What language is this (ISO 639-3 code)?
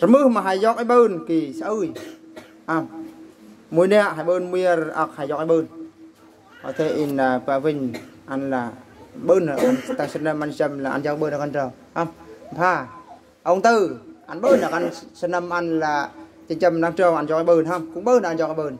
bru